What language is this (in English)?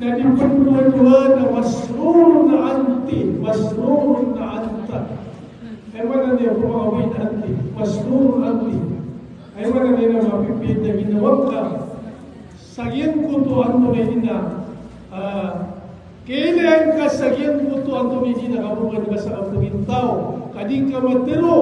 Maranao